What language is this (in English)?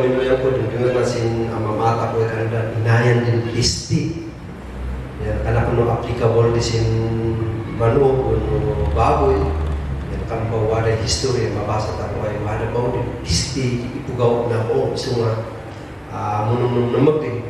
Kankanaey